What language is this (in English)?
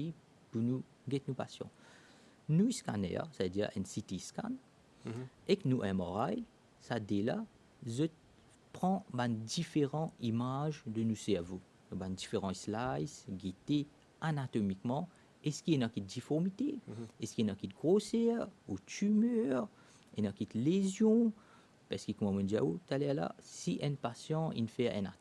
Morisyen